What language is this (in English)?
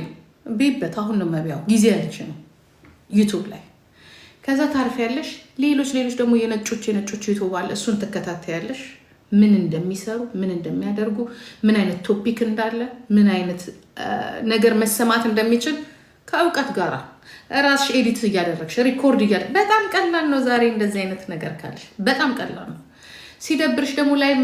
Amharic